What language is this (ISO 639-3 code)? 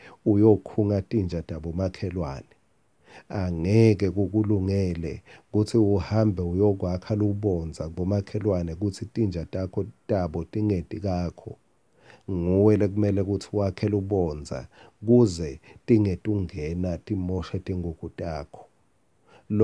ssw